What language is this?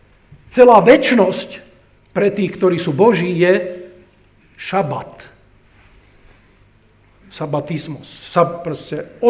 Slovak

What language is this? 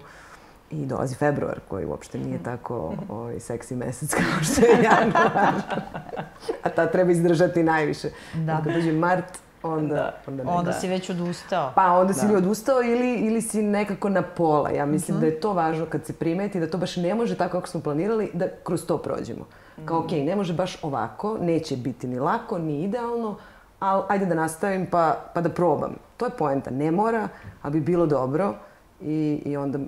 Serbian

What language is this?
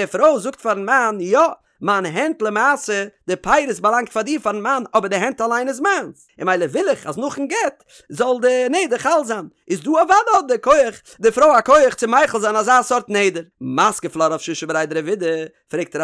Yiddish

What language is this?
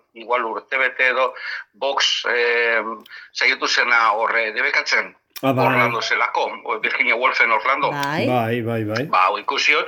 Basque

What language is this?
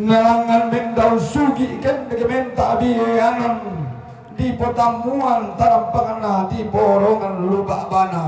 Toraja-Sa'dan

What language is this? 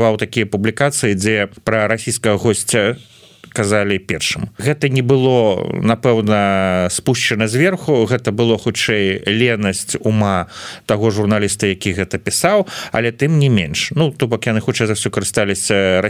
Belarusian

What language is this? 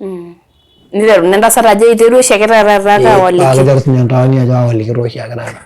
Masai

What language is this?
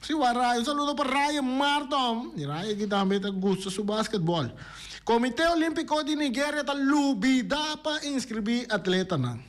Papiamento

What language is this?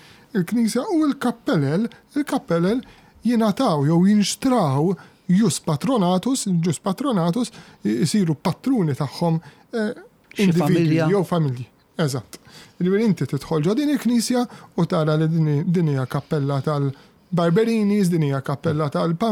Maltese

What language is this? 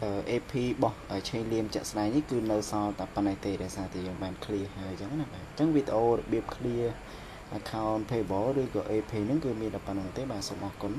Khmer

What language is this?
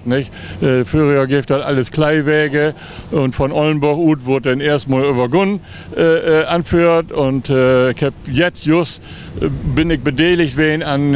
Low German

